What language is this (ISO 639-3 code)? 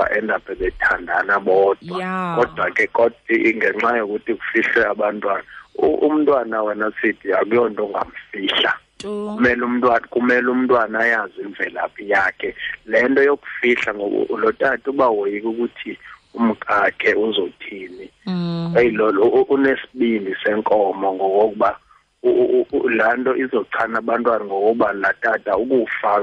xho